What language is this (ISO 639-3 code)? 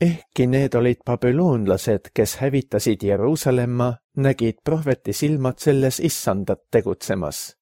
est